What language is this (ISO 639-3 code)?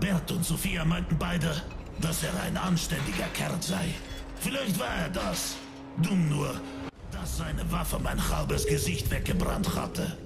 gsw